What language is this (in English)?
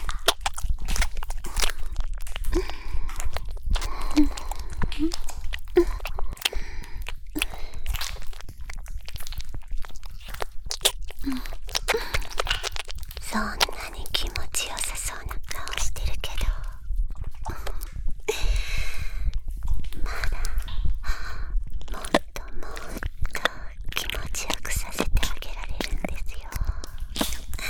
Japanese